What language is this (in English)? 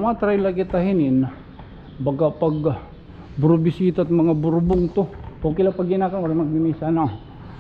Waray